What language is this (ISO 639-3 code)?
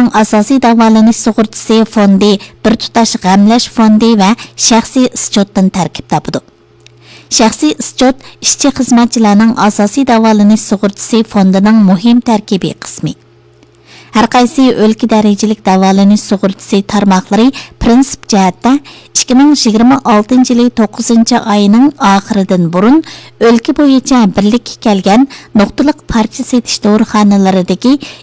uig